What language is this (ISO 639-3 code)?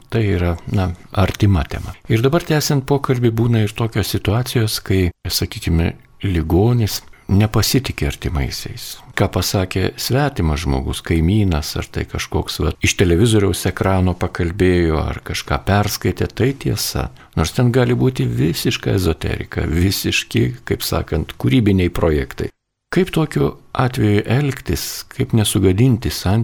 lit